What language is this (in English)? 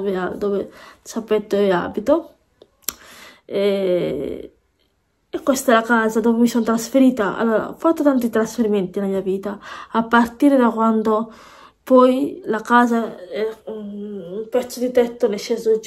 Italian